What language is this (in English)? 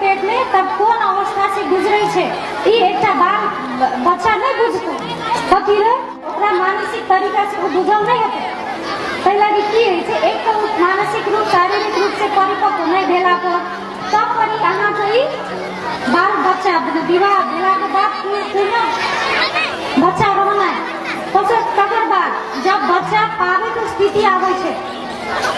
Maithili